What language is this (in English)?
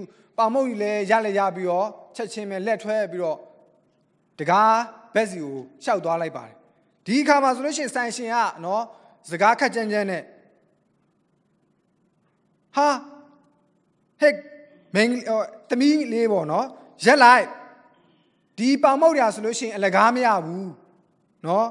Burmese